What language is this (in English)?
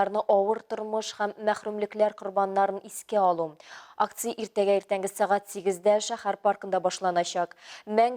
Tatar